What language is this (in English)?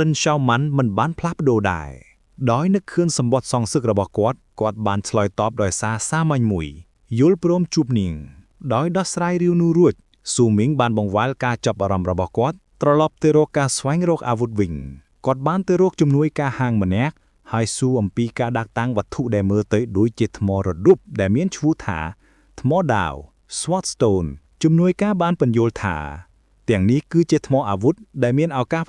Khmer